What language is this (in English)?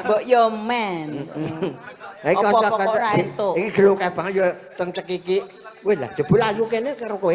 Javanese